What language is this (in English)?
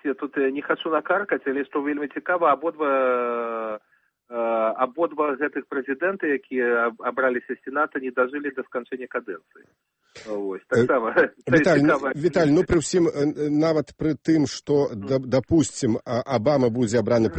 Belarusian